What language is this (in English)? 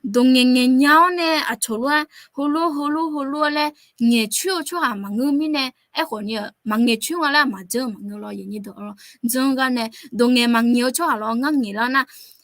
Akha